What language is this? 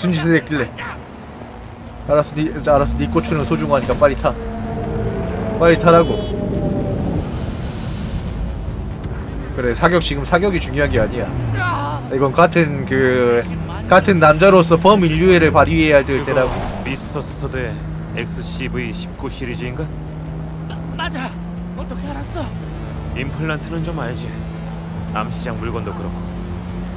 Korean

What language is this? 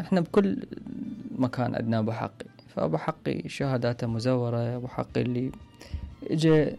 Mesopotamian Arabic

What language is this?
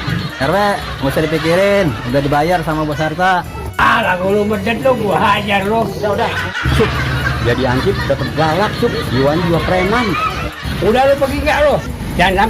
Betawi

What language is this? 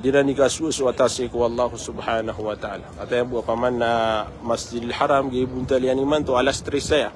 Maranao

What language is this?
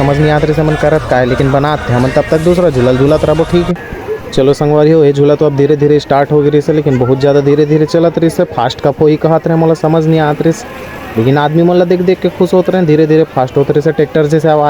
Chhattisgarhi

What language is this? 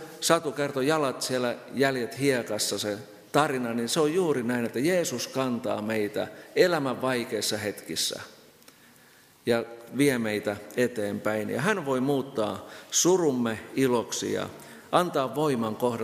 Finnish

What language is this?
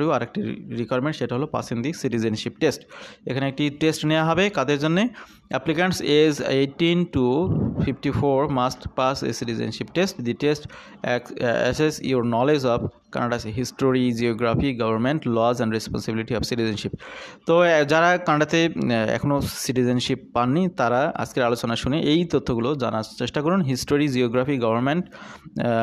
Bangla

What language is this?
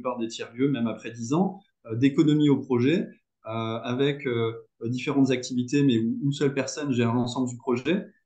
French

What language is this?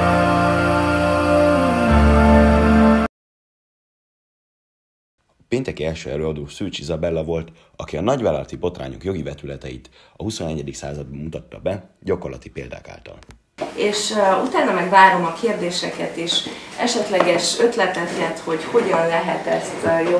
Hungarian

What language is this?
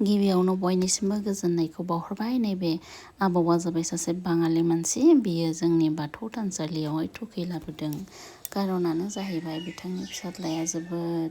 Bodo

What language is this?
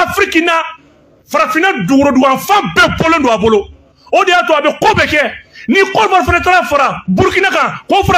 Bambara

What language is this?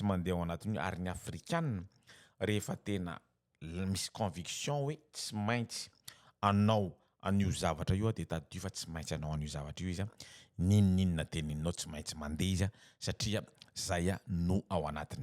Malagasy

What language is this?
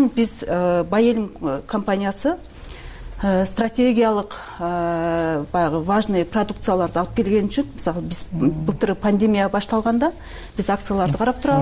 Kyrgyz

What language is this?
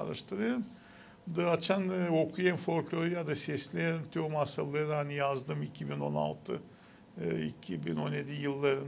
Gagauz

